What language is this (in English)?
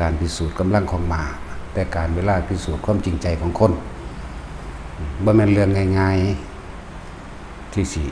Lao